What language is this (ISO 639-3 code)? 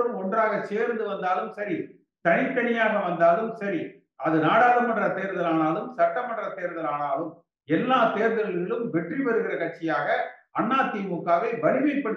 tam